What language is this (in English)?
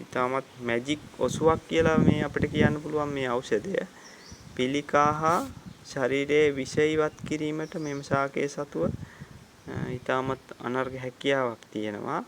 Sinhala